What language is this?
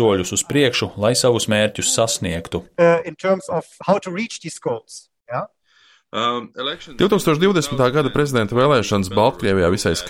Latvian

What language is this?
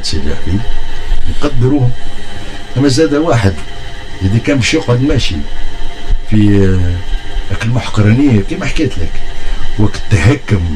Tunisian Arabic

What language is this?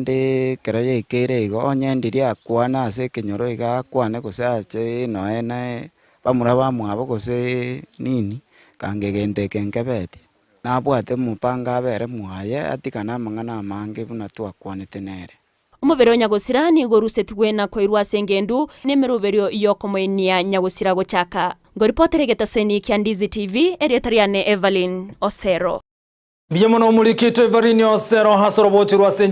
Gusii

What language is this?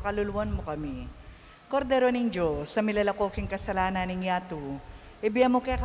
Pampanga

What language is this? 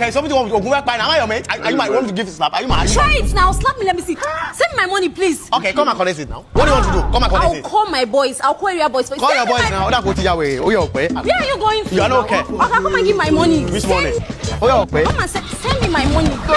Nigerian Pidgin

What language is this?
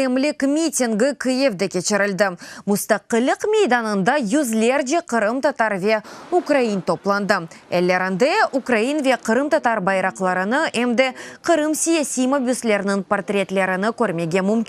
Crimean Tatar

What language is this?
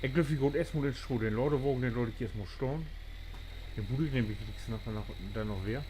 Low German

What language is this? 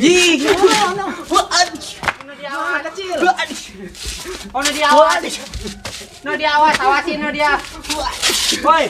Betawi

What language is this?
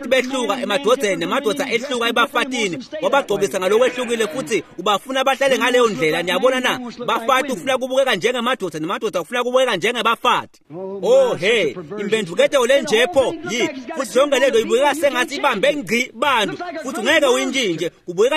Swati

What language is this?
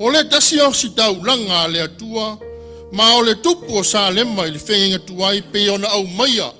Samoan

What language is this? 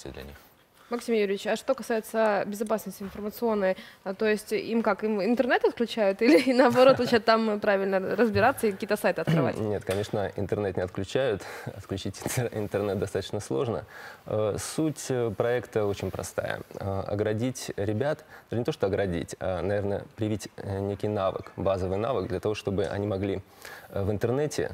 Russian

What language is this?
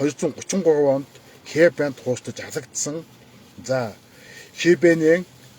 Mongolian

